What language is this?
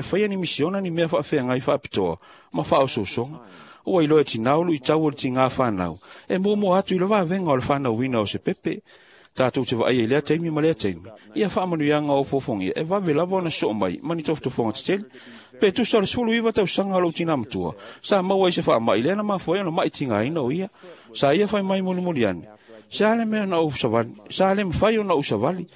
Samoan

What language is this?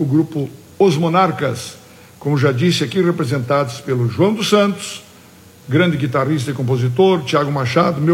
Portuguese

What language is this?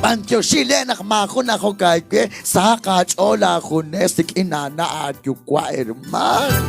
Kekchí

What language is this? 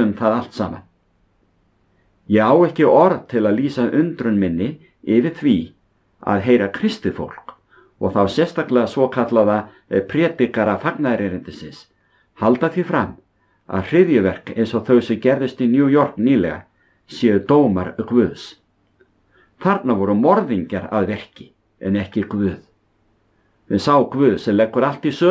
Icelandic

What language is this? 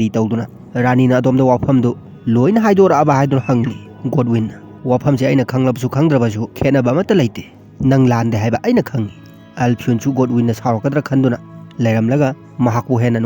Manipuri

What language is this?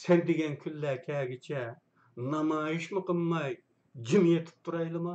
Uyghur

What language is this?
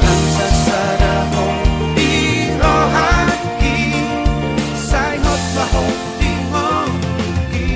Batak Toba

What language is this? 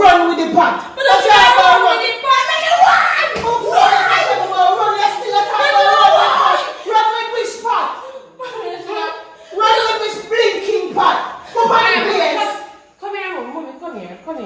Jamaican Creole English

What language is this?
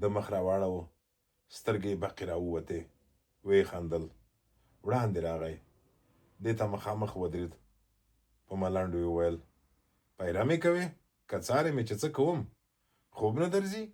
Pashto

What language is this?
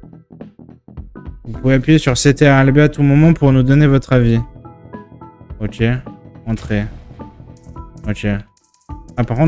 French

